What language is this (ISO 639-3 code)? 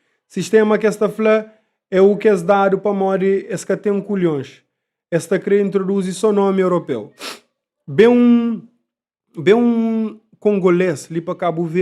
kea